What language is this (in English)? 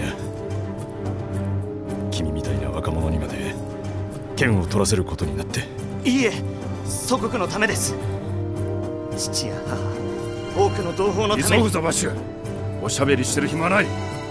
Japanese